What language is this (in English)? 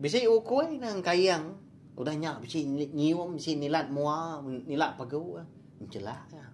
Iban